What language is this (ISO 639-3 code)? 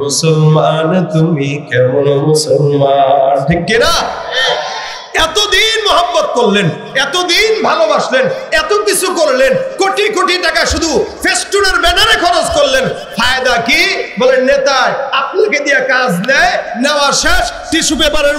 ben